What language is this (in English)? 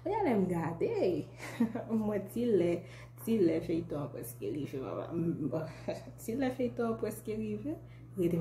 Haitian Creole